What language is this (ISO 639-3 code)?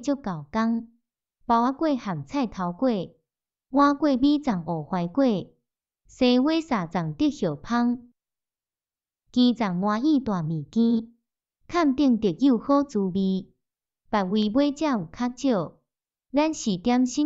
nan